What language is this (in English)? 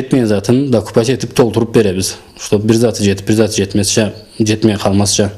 Karachay-Balkar